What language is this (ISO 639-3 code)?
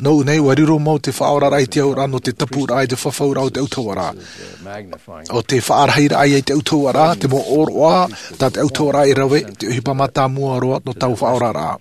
tah